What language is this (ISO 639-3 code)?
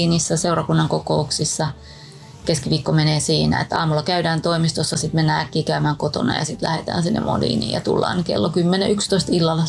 fin